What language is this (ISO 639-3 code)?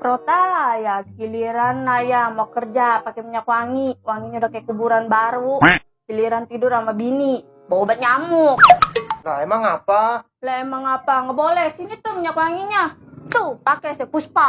bew